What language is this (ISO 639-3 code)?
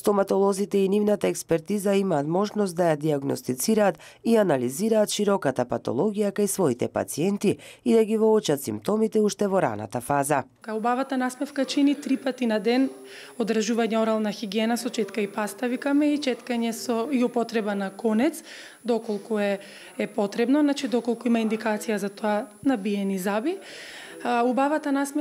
mkd